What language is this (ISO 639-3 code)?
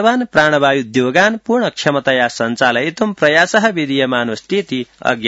san